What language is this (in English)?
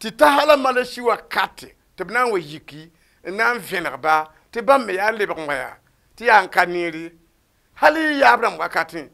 Mossi